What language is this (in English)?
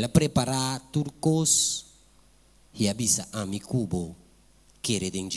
Papiamento